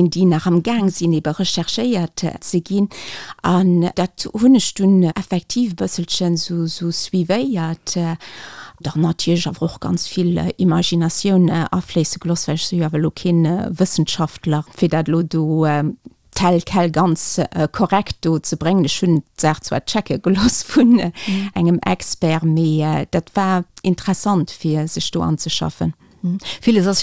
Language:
Luxembourgish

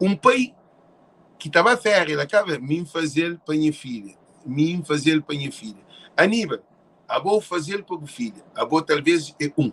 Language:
Kabuverdianu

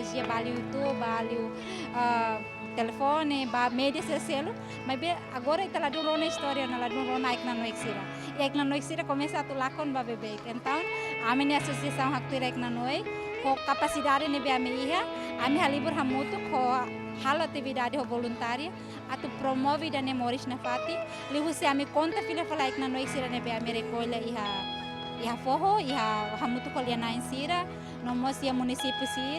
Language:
Tetum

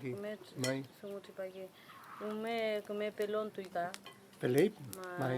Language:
Mapuche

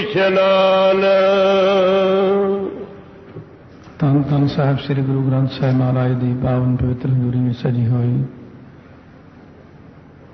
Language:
Punjabi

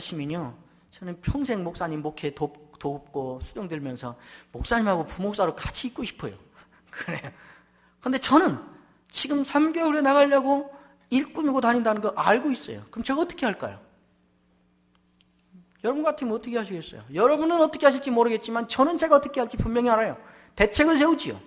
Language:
Korean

